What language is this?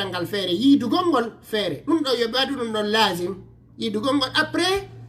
Fula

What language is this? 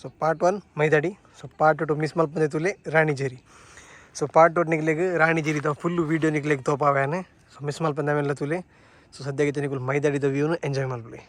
Tulu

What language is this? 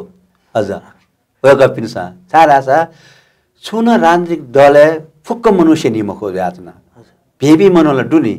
Newari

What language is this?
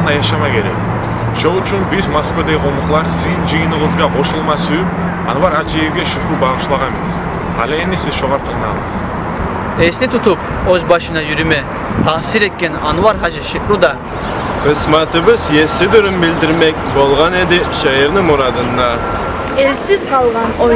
Kumyk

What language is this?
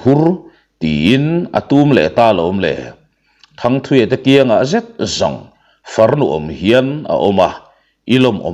Mizo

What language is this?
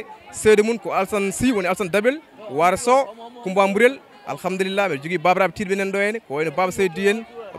Fula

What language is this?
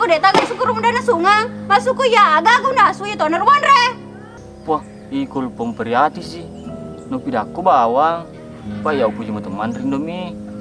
Buginese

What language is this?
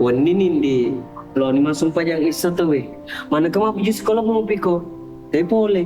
Buginese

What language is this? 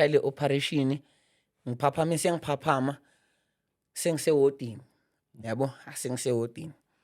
Zulu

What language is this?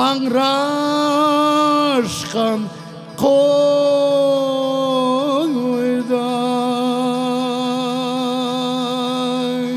Crimean Tatar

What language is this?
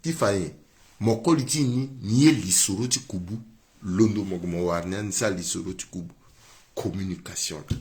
Sango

